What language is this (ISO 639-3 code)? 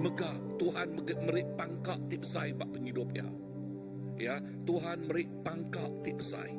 iba